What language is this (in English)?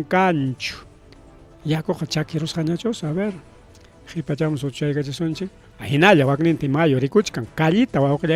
Ayacucho Quechua